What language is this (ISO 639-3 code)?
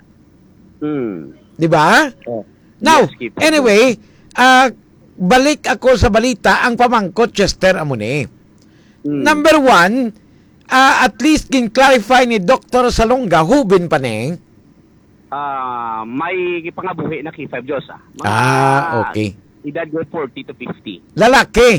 hil